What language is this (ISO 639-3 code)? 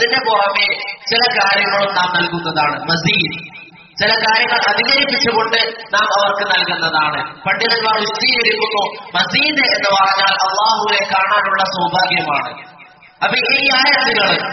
mal